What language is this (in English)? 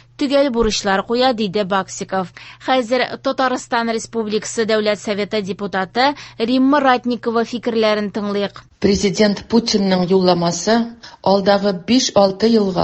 Tatar